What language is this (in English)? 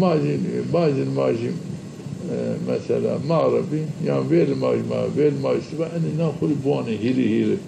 Zaza